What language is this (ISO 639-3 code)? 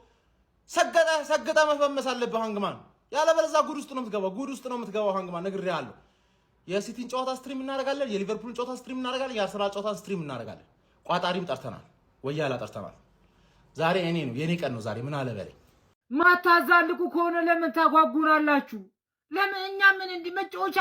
amh